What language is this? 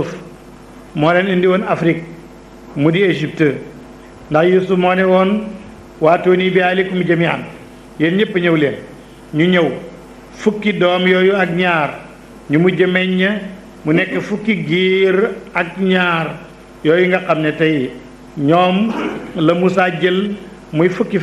Wolof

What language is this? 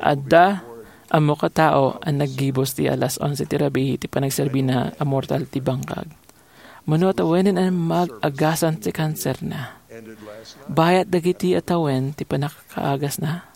Iloko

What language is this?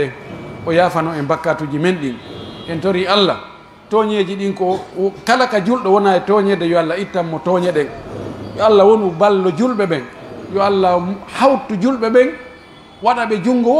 Pular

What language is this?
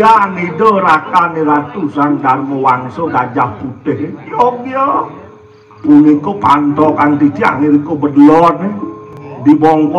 Balinese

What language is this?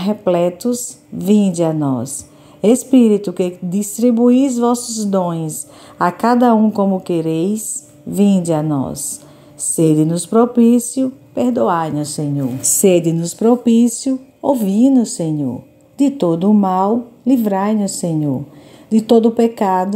Portuguese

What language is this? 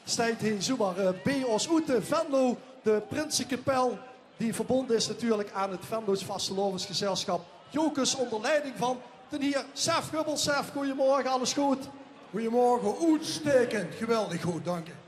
Limburgish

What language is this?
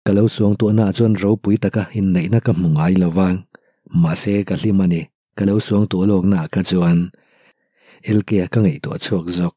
Mizo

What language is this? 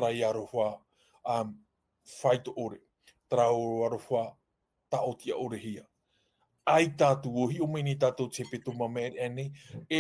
Tahitian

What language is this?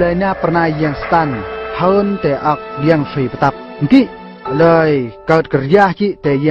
Eastern Bru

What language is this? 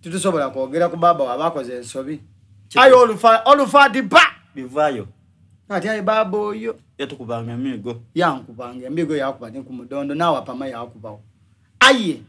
Soga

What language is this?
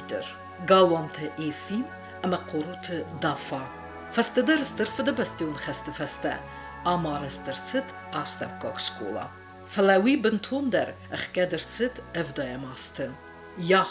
Ossetic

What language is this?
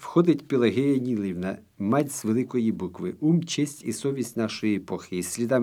Ukrainian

